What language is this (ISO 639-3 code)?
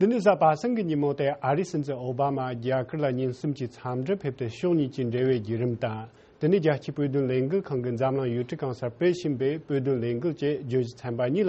bod